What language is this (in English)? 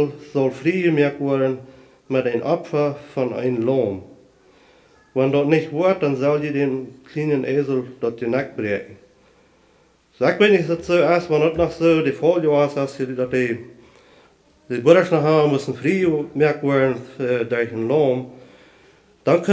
German